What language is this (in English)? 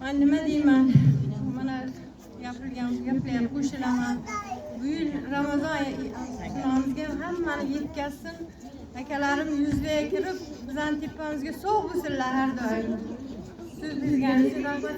Uzbek